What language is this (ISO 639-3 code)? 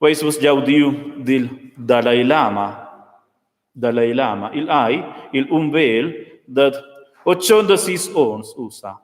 roh